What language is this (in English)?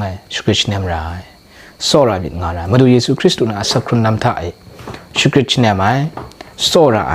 Kachin